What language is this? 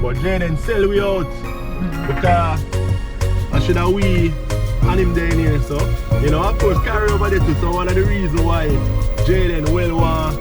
Jamaican Creole English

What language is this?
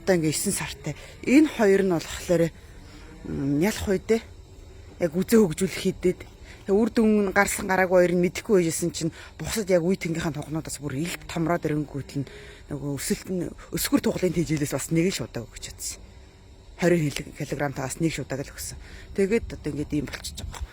Mongolian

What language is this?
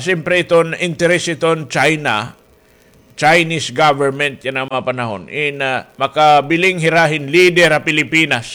Waray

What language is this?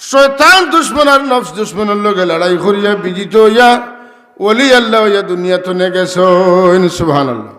Sylheti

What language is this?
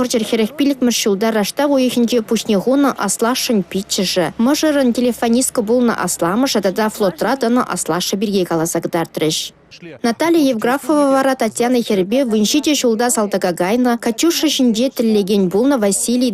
Chuvash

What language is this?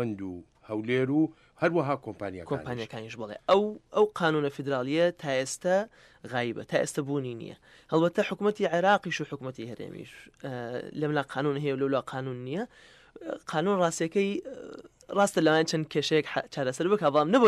Central Kurdish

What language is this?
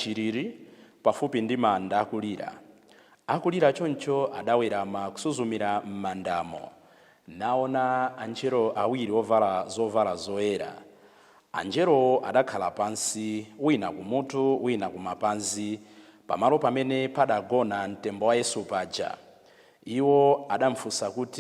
Nyanja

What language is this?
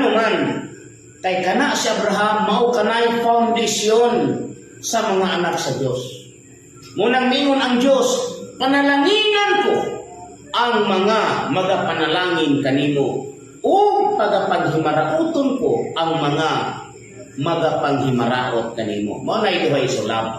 Cebuano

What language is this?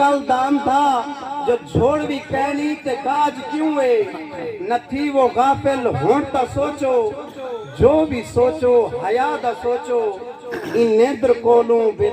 Saraiki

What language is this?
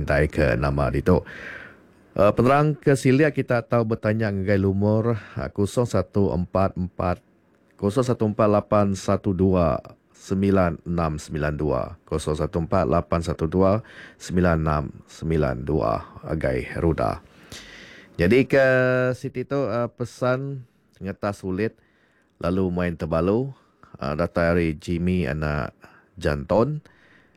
Iban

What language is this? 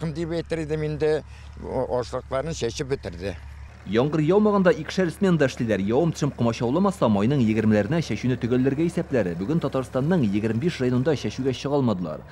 Tatar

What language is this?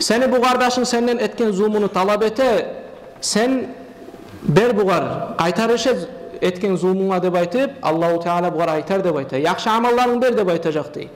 Kumyk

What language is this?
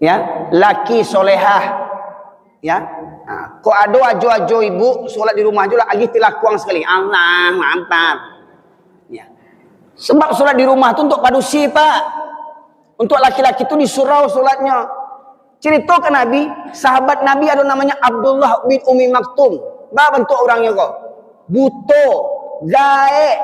Minangkabau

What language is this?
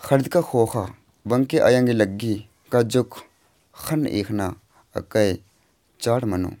Kurukh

